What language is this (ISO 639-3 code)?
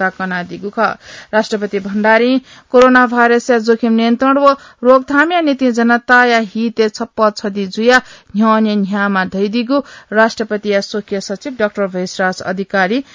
new